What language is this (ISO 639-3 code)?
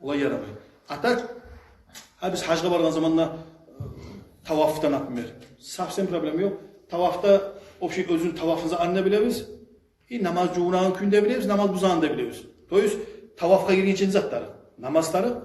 kum